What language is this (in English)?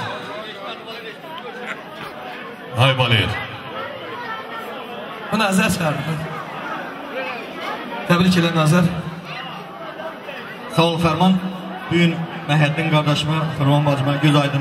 Azerbaijani